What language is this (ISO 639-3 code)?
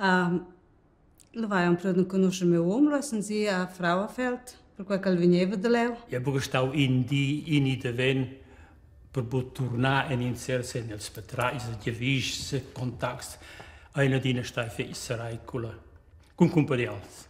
roh